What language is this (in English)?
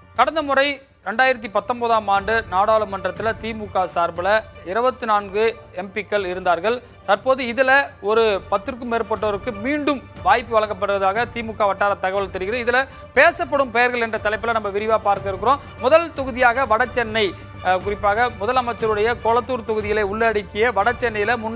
Tamil